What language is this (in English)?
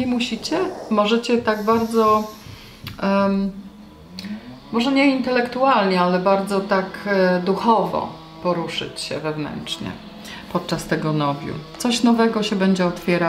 Polish